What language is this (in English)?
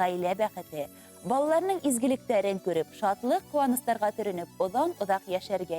Bashkir